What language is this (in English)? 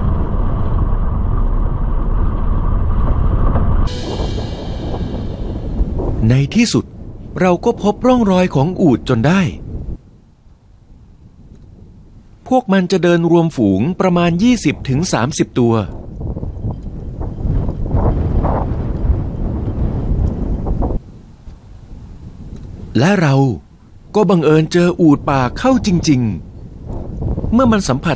Thai